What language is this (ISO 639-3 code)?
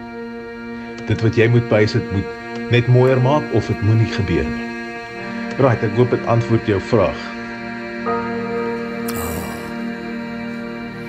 afr